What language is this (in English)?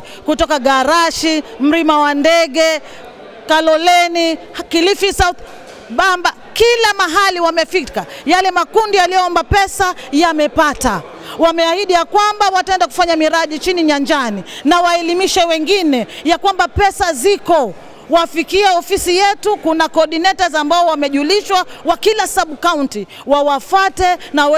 Swahili